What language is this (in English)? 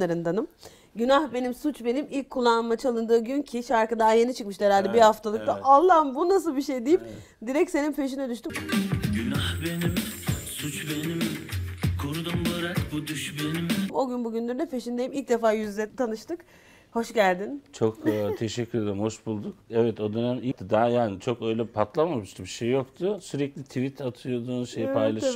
Turkish